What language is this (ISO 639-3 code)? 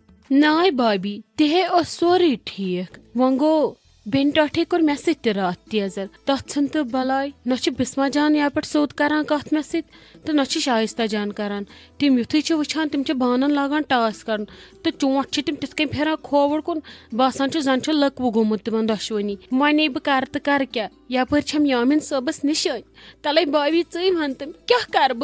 kas